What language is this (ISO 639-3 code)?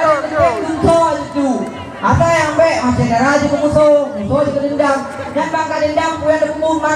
ace